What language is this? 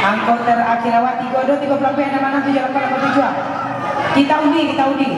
Minangkabau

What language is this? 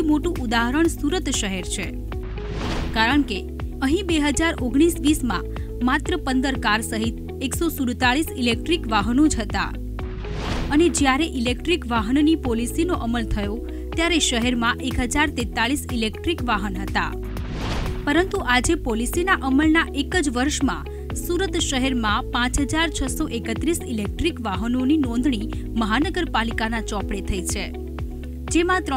Gujarati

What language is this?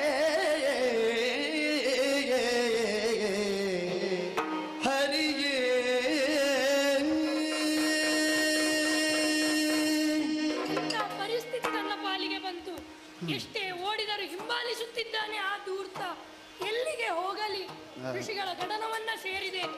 Kannada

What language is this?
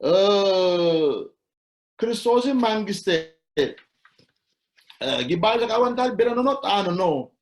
Sidamo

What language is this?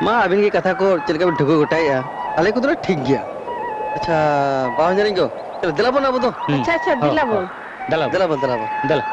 Santali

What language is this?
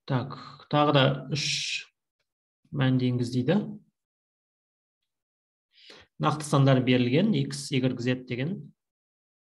Kazakh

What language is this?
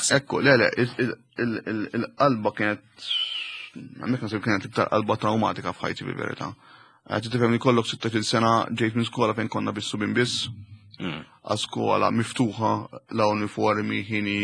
Maltese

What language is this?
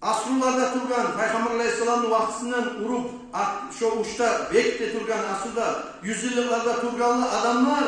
Kumyk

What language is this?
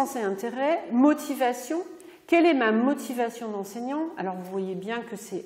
French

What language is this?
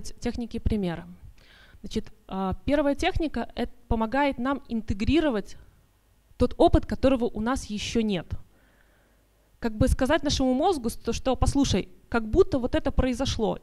Russian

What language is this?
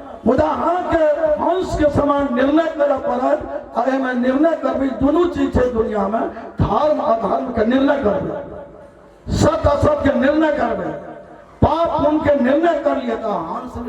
Maithili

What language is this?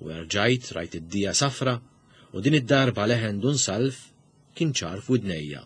Maltese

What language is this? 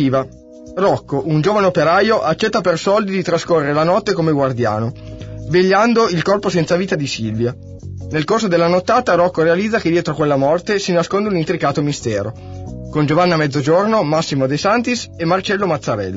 Italian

